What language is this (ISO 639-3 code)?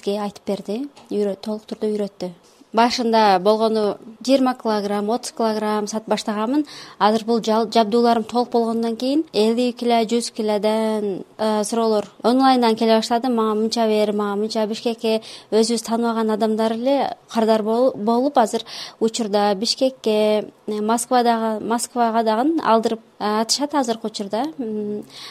kir